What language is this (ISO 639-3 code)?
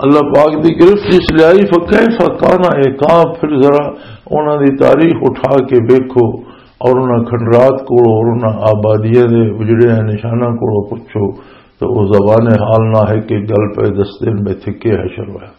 lah